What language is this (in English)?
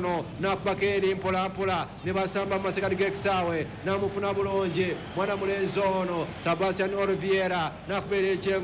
Ganda